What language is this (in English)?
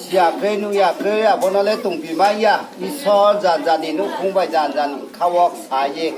Riang (India)